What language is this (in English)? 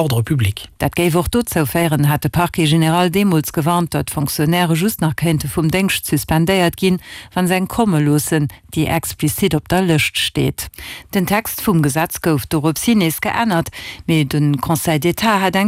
Luxembourgish